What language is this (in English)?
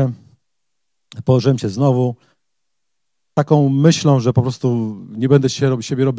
Polish